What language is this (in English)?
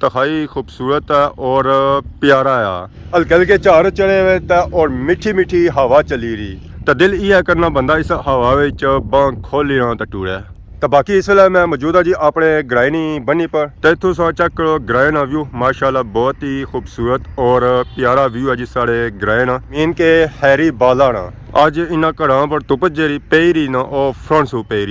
Pahari-Potwari